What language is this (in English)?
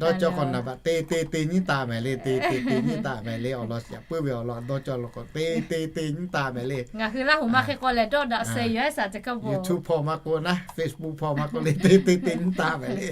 Lahu